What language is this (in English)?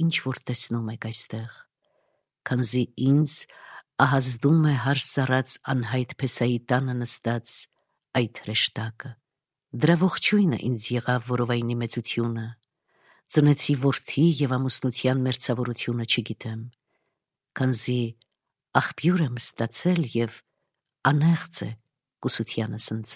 Armenian